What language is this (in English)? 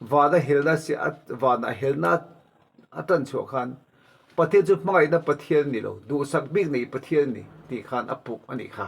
Mizo